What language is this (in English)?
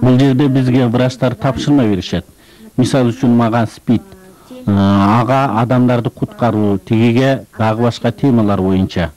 Kyrgyz